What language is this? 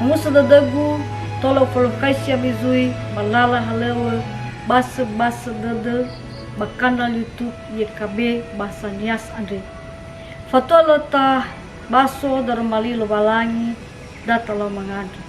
Nias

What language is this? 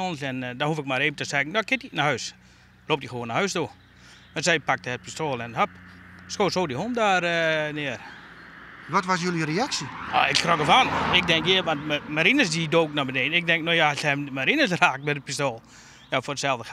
Western Frisian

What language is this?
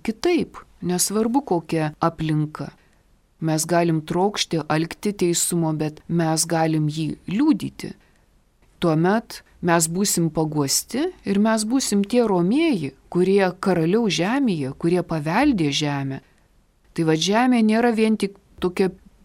Lithuanian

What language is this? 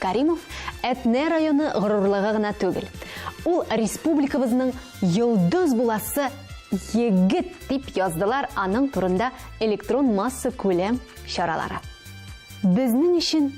Tatar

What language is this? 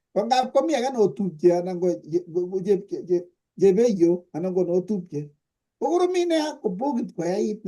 Kalenjin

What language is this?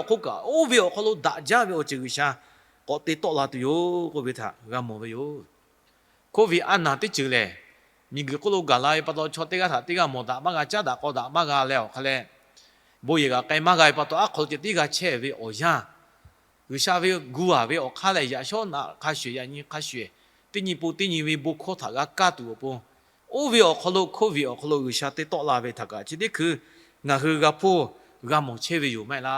Lahu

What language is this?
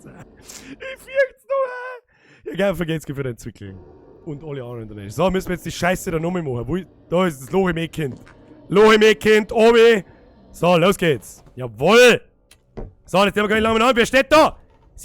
Bavarian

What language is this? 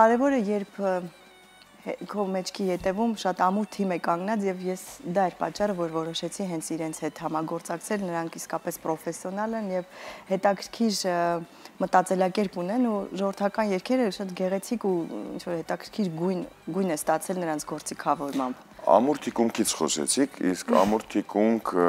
Armenian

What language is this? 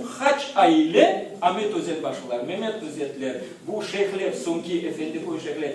Crimean Tatar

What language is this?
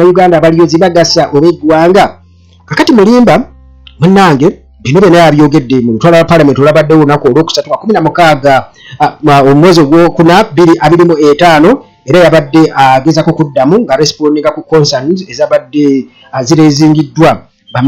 Ganda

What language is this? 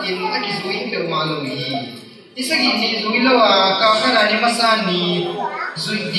Tedim Chin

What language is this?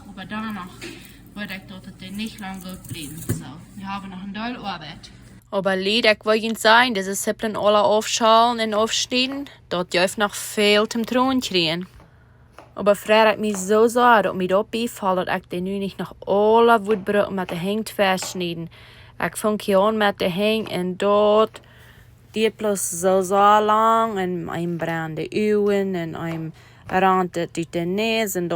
Plautdietsch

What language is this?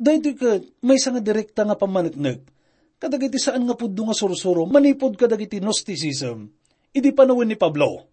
Iloko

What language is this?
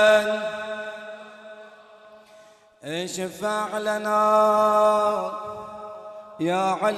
Arabic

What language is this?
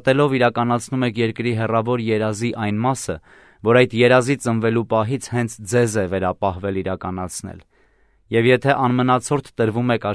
Armenian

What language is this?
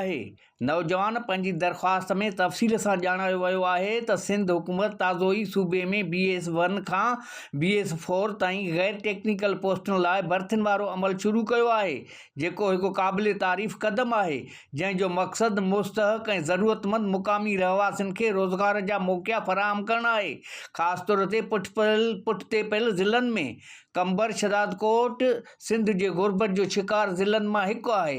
Sindhi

